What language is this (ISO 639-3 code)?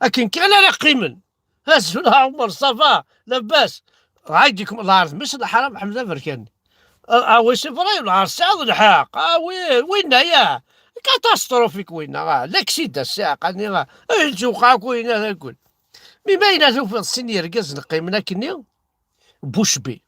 kab